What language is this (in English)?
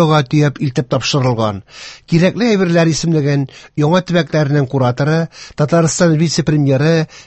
Tatar